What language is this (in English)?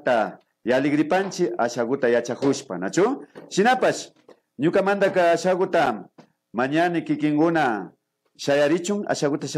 Imbabura Highland Quichua